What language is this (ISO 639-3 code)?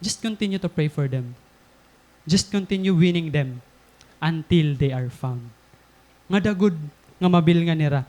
war